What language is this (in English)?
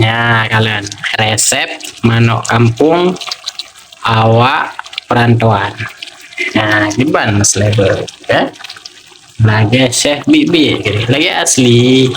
Achinese